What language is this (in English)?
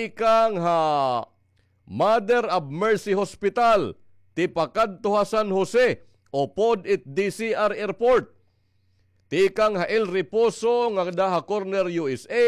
Waray